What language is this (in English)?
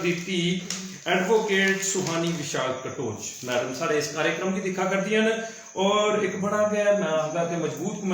Dogri